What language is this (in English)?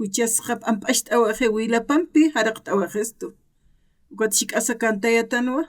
Aymara